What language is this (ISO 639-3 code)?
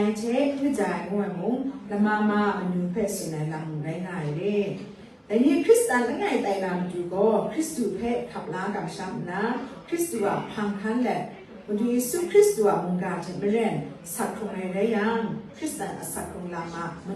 kac